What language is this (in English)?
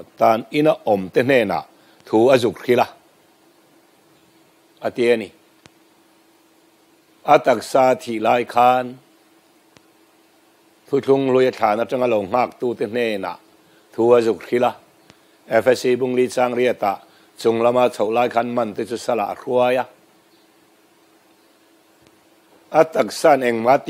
Mizo